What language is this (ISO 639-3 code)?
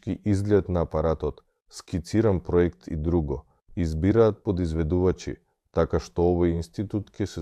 mkd